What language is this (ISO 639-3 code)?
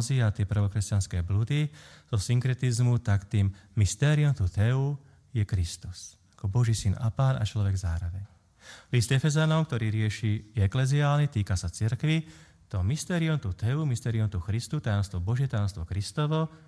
slk